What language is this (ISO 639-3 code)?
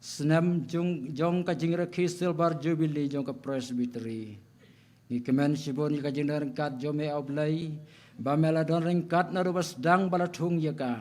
kha